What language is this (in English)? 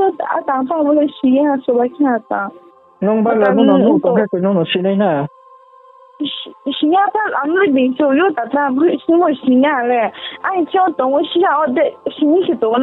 Riang (India)